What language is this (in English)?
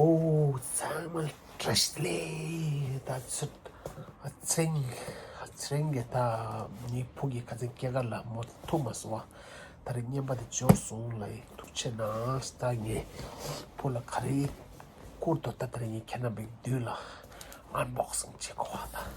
Tibetan